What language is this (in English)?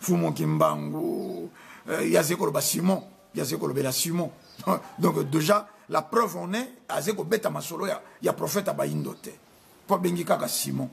Lingala